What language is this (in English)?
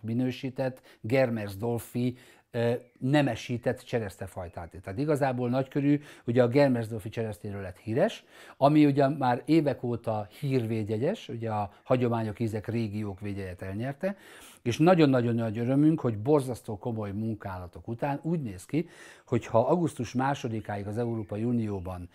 Hungarian